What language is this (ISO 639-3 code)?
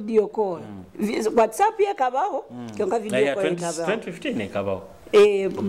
nyo